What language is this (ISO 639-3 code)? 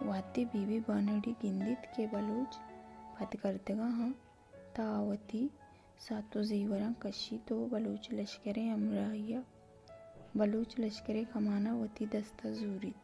bal